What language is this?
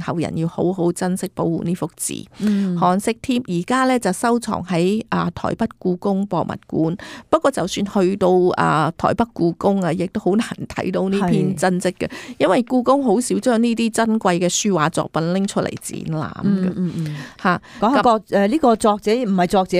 Cantonese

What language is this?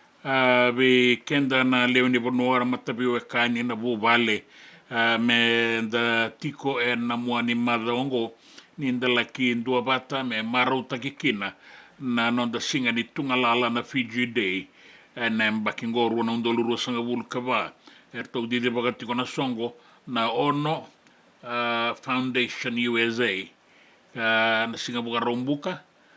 Fijian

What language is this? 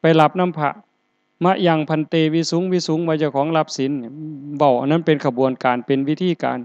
Northeastern Thai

